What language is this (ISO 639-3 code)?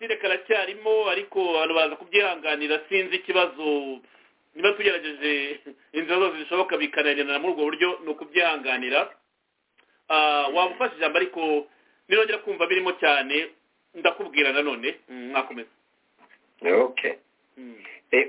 kin